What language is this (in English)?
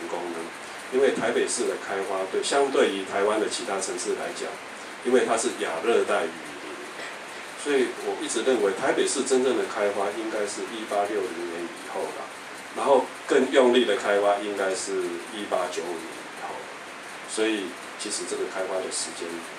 Chinese